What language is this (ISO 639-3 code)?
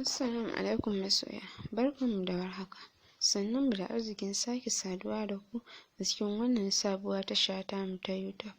hau